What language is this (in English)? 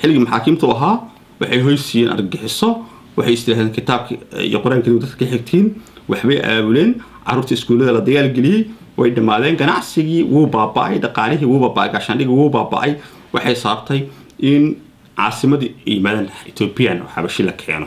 Somali